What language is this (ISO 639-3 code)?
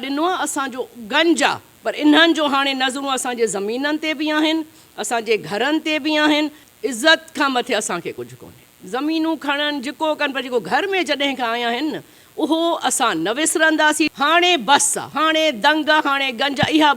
snd